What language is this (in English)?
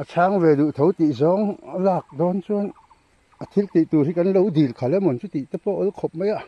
Mizo